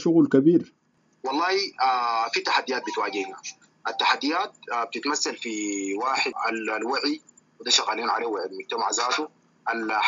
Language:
Sudanese Arabic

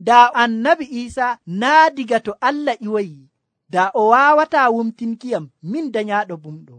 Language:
Nigerian Fulfulde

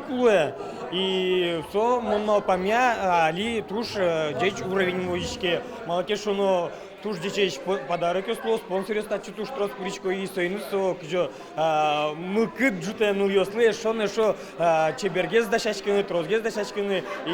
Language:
Udmurt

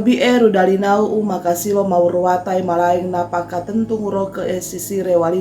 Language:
Sangir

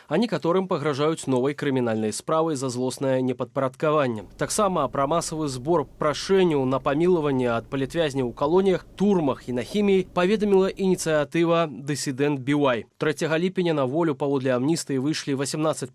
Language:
Belarusian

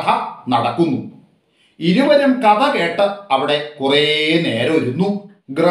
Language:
Malayalam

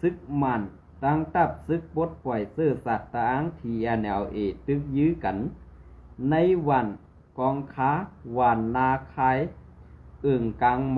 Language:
Shan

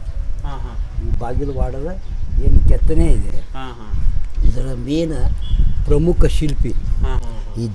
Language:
Kannada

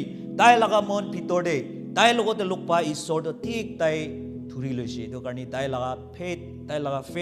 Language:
Naga Pidgin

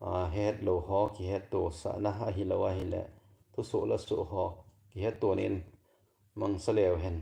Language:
Thado Chin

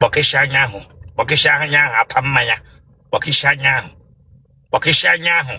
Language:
Igbo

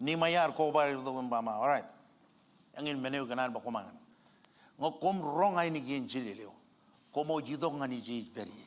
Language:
Marshallese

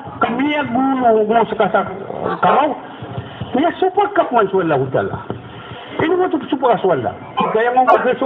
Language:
Maranao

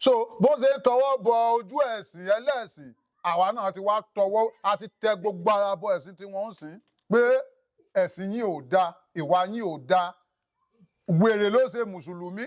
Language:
Yoruba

